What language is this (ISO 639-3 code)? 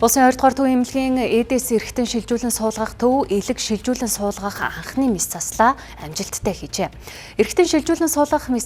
mon